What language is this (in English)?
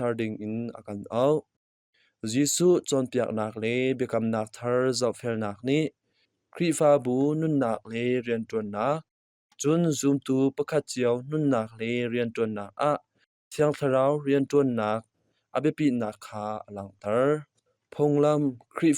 Hakha Chin